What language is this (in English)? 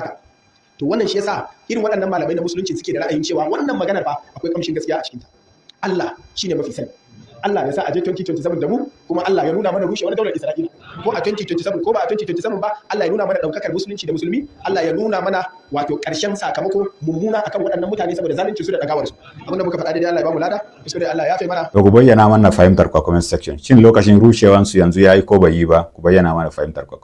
Hausa